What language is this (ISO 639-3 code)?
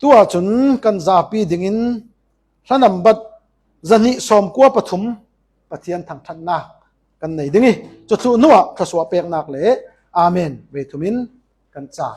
cfm